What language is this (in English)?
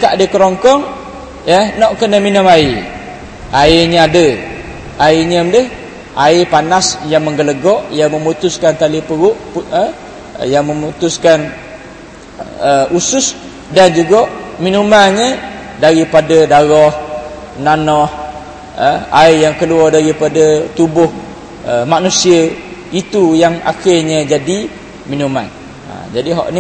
Malay